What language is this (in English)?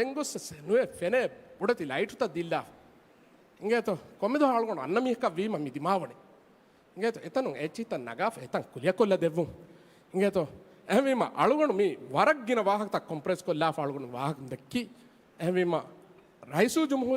Divehi